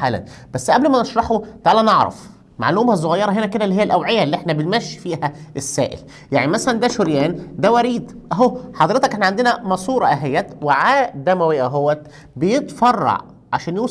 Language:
Egyptian Arabic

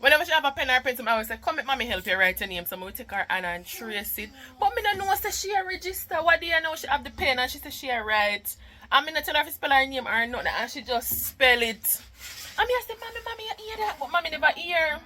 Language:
Jamaican Creole English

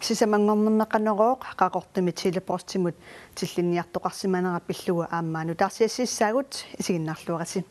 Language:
Kalaallisut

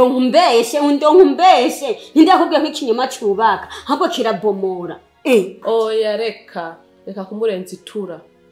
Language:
Rundi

